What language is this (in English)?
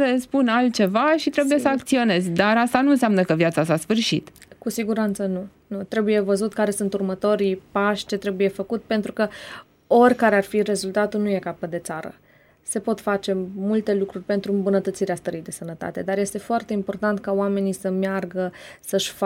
Romanian